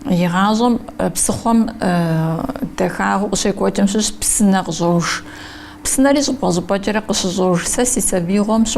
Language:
Kabardian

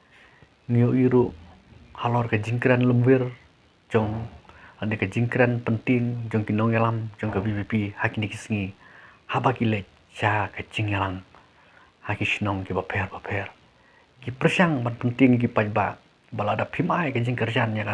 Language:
Khasi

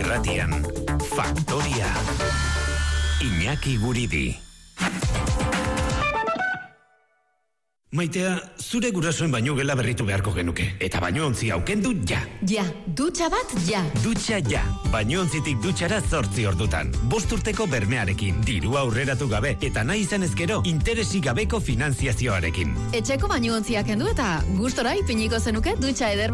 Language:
Basque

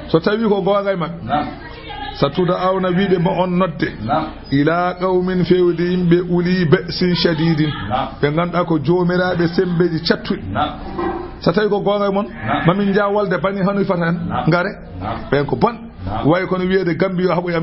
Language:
Fula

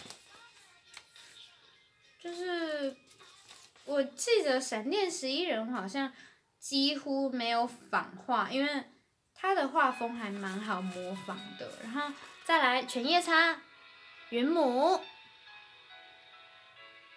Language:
Chinese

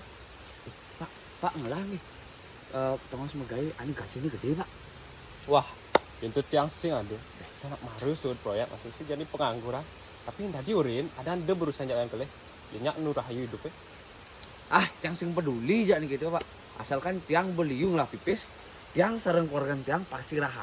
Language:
Balinese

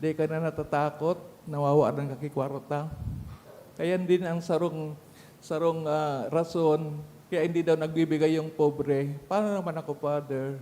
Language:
Bikol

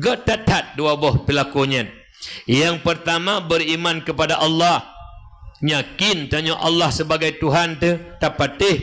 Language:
Achinese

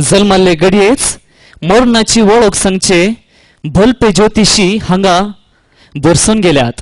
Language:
Konkani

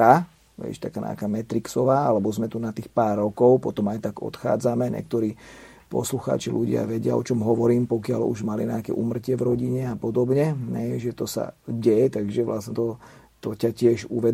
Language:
Slovak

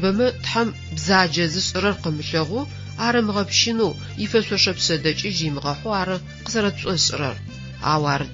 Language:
Adyghe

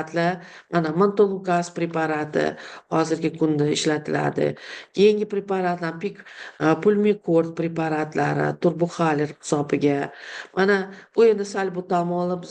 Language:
Uzbek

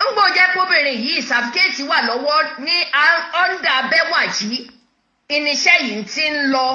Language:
Yoruba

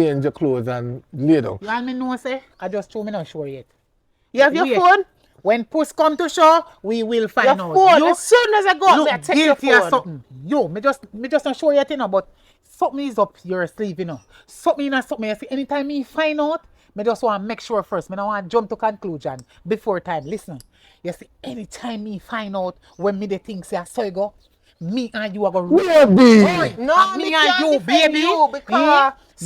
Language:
Jamaican Creole English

